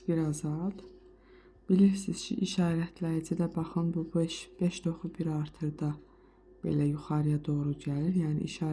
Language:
Azerbaijani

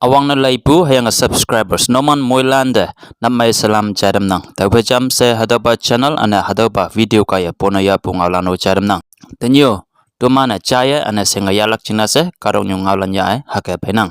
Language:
Konyak Naga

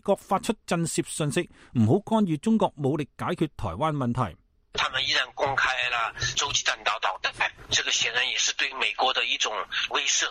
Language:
Cantonese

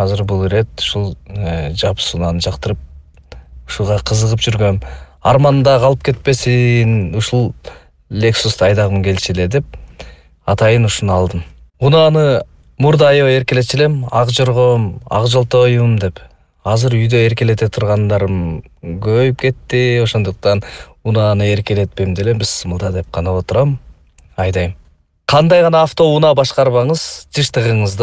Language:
Kyrgyz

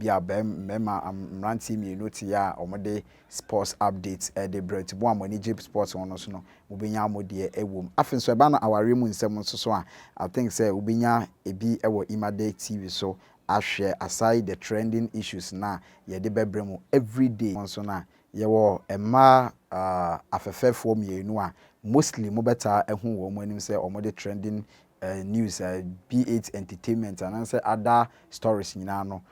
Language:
Akan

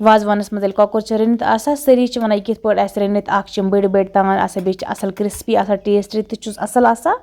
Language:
Kashmiri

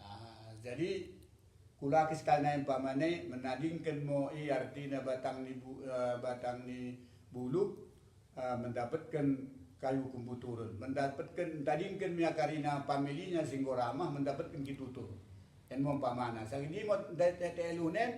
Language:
Batak Dairi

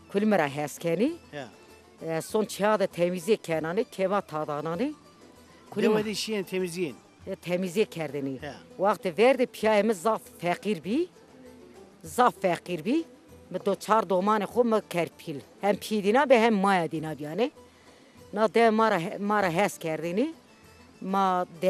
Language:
Zaza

